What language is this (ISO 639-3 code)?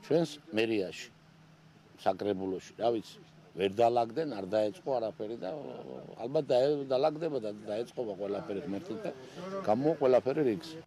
kat